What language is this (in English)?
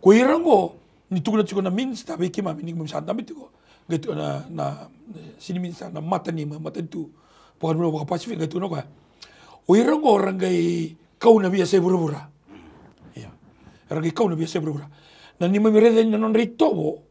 Fijian